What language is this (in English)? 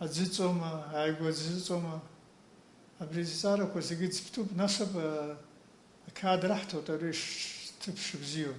Abkhazian